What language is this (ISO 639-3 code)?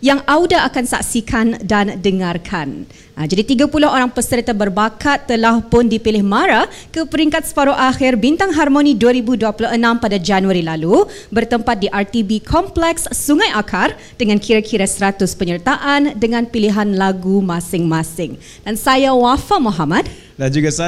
msa